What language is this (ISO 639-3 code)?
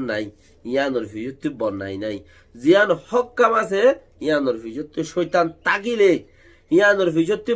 rhg